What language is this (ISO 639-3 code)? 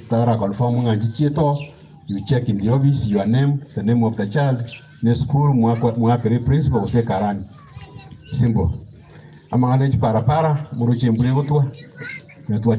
guz